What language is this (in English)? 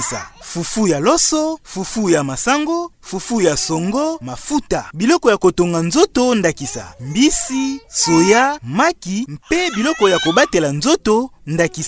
Lingala